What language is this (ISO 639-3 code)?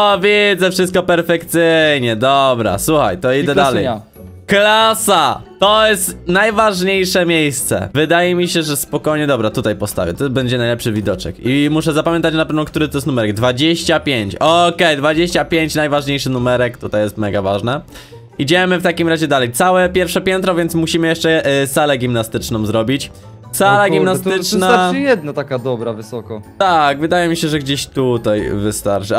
pol